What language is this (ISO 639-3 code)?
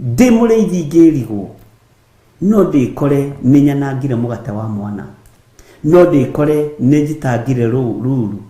kik